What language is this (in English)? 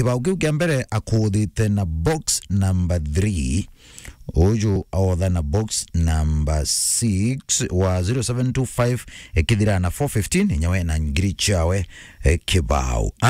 Meru